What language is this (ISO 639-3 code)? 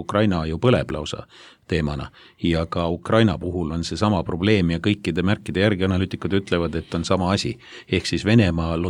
est